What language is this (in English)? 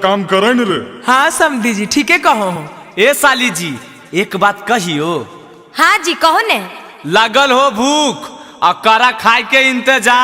Magahi